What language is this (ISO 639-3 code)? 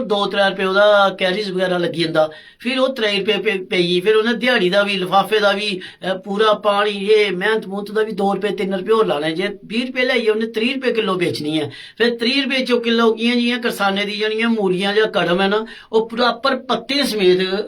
doi